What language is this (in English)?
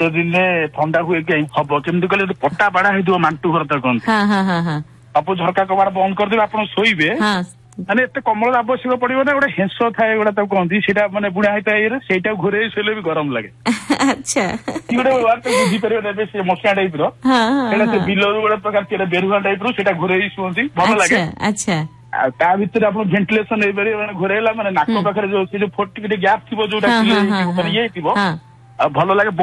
Odia